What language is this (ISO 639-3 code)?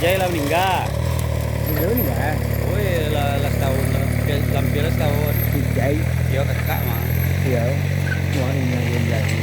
min